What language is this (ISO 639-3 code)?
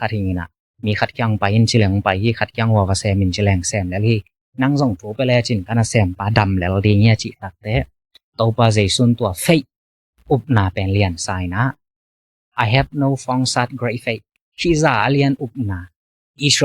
ctd